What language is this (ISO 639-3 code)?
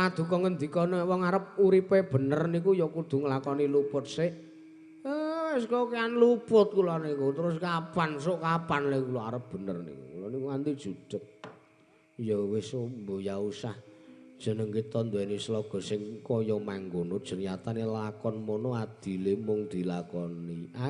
jav